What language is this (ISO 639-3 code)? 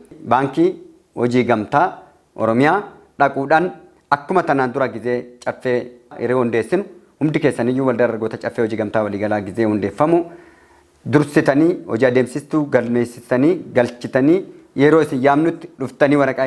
orm